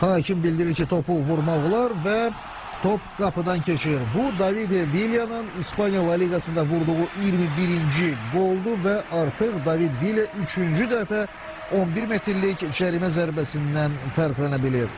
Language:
Azerbaijani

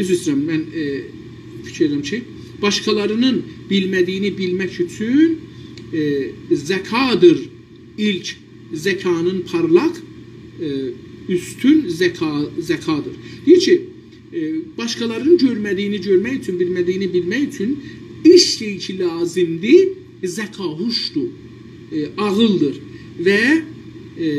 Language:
South Azerbaijani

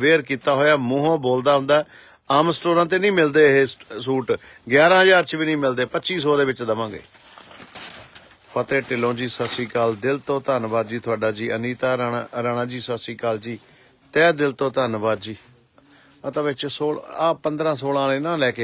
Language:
Punjabi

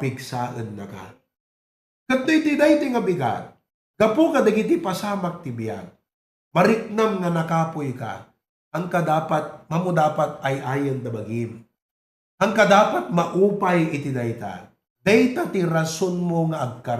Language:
Iloko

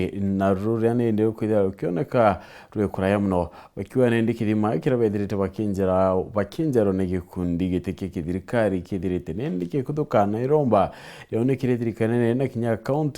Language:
Meru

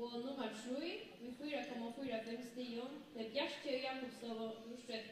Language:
Faroese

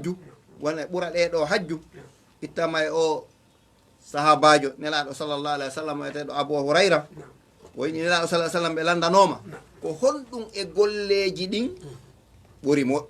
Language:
Fula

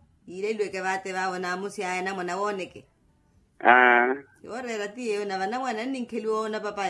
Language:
Makhuwa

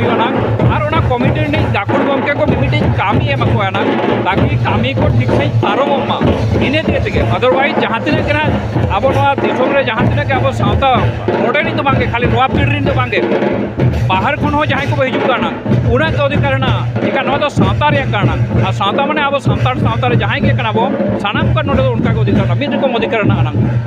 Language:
Santali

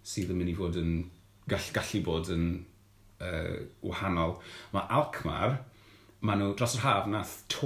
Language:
Welsh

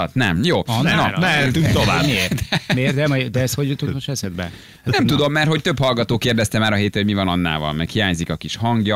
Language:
Hungarian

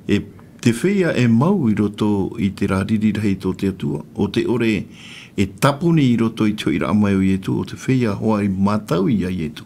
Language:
Tahitian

